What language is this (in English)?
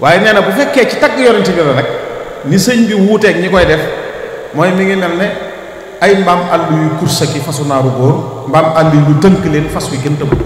Wolof